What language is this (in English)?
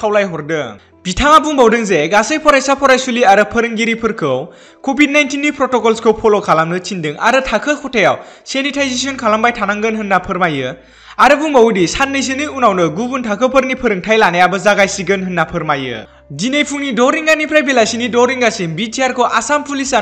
Bodo